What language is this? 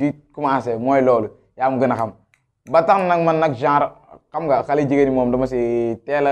Wolof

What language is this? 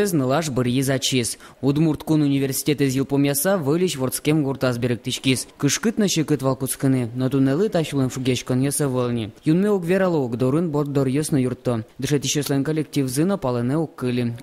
Udmurt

